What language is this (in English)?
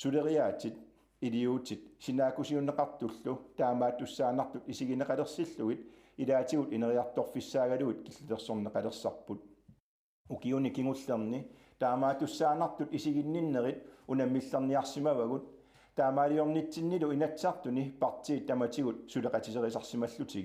Kalaallisut